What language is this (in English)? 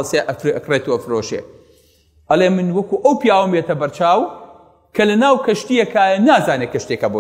Central Kurdish